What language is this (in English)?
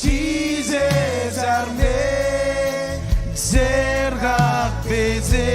Marshallese